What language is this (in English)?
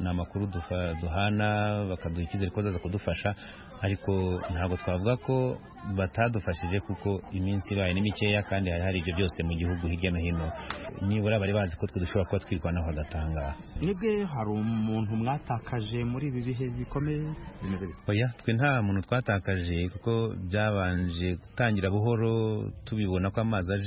Kinyarwanda